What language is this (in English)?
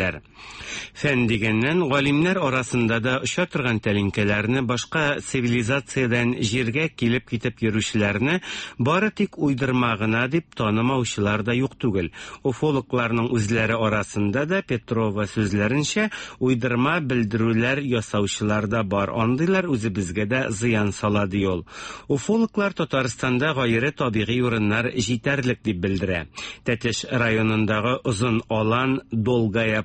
Tatar